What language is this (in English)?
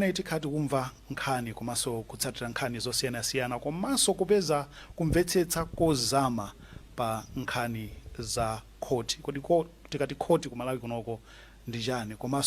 Nyanja